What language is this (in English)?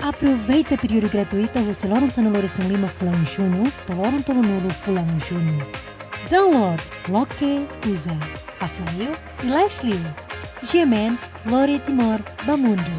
Tetum